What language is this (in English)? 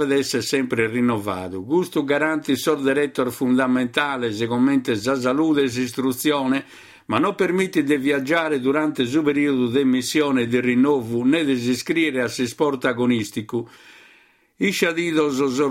Sardinian